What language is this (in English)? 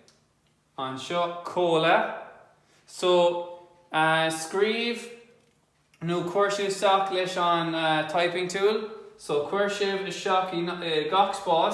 Irish